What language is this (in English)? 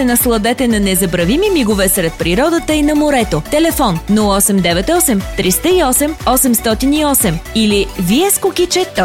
Bulgarian